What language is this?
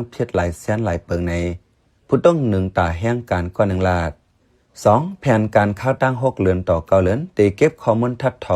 Shan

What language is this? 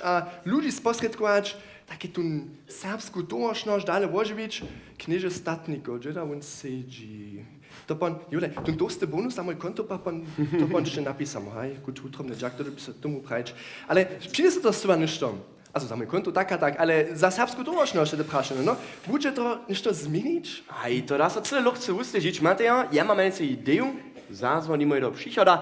Upper Sorbian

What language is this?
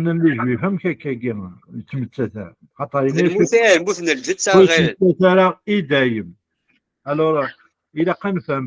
Kabyle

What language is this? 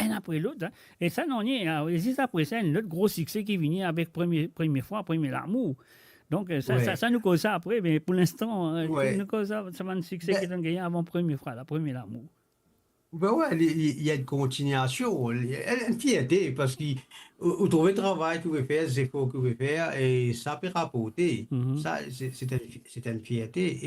Morisyen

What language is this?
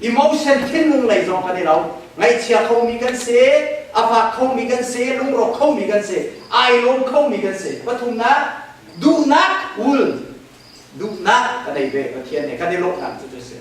Hakha Chin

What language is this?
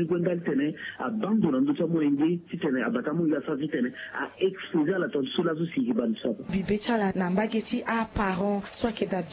Sango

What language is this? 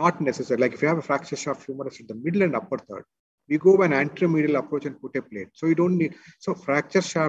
English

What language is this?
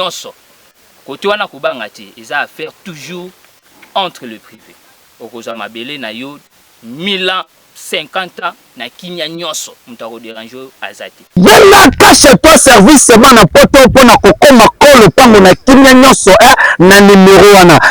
Lingala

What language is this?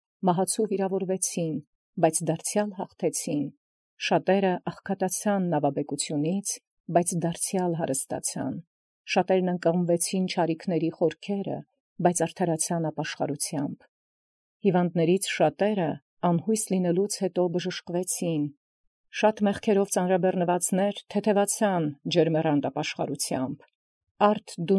Armenian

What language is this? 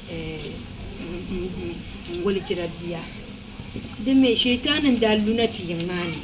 Dagbani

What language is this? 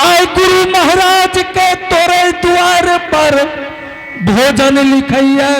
Angika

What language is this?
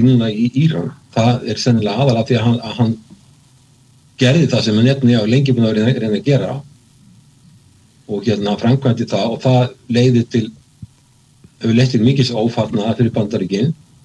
Icelandic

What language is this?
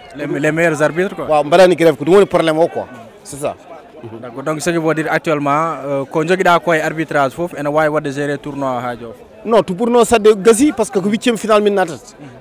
Fula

